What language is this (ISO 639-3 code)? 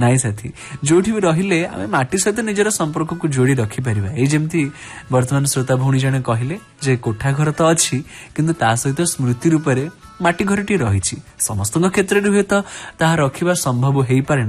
ori